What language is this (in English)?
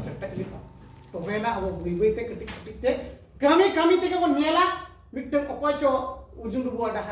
Santali